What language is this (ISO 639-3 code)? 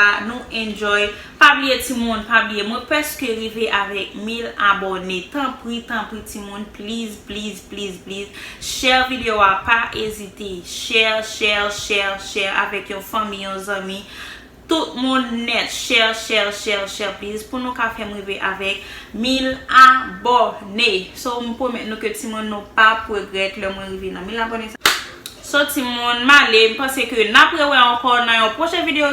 hat